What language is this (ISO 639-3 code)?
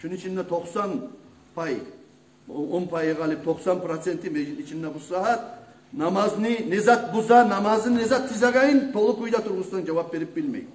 kum